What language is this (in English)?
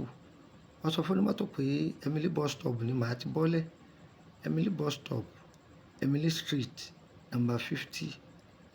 Yoruba